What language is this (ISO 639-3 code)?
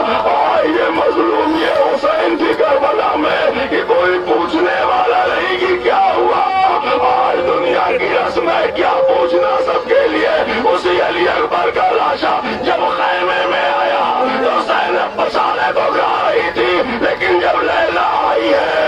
urd